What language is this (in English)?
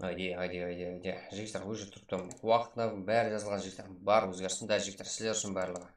Kara-Kalpak